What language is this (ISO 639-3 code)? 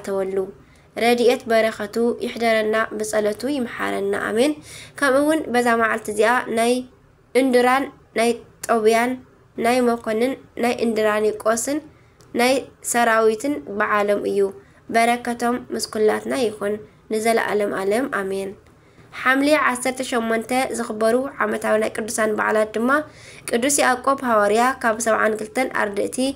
tir